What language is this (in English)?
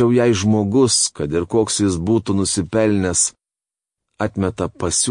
Lithuanian